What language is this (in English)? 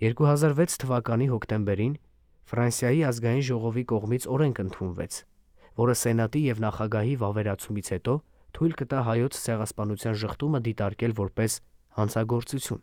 Armenian